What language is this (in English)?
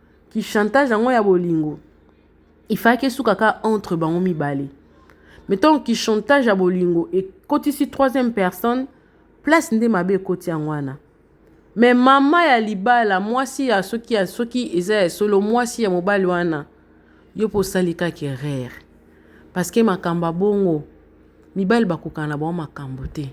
Lingala